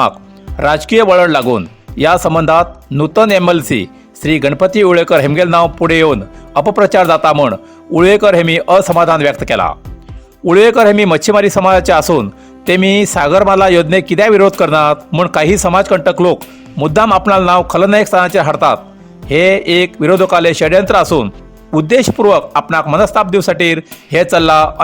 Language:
Konkani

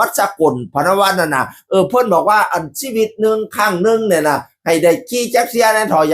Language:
Northeastern Thai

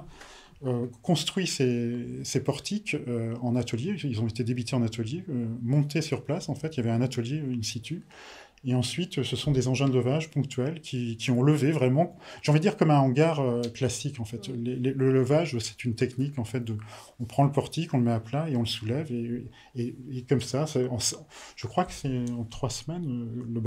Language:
French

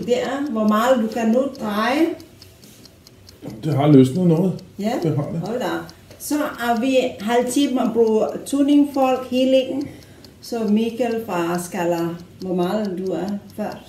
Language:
Danish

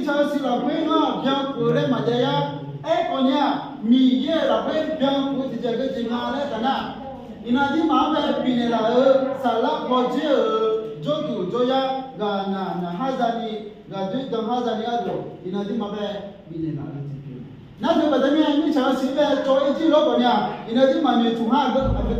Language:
Akha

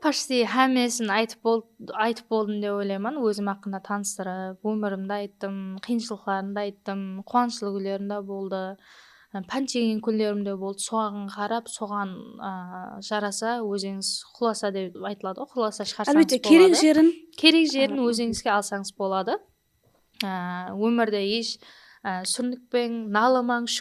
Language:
Kara-Kalpak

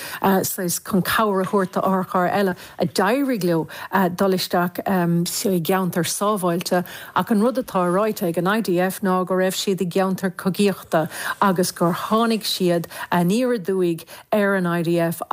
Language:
Irish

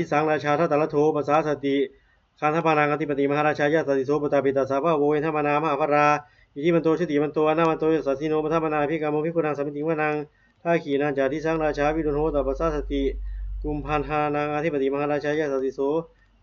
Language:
Pali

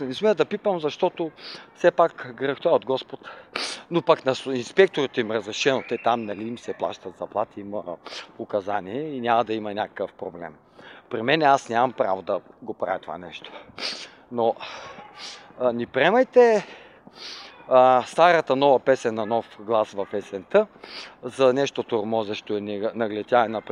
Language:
Bulgarian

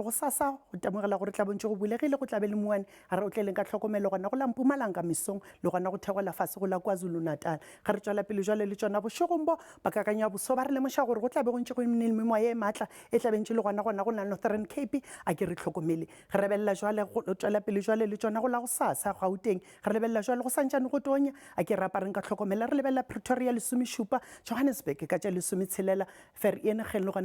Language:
Northern Sotho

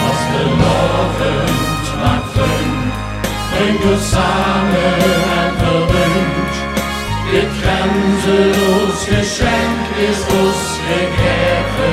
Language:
Limburgish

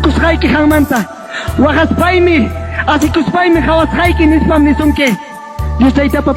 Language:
Ayacucho Quechua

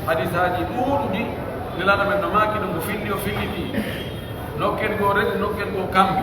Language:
Pular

